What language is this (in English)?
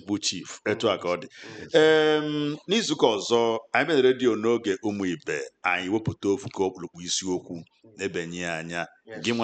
Igbo